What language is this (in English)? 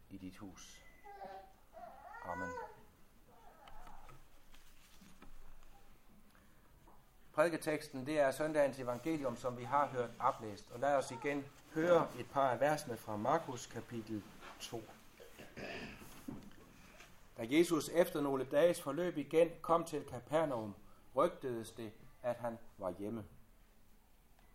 Danish